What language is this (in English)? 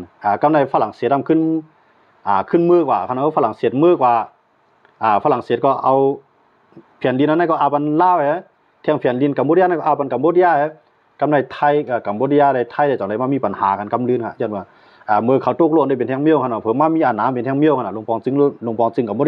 Shan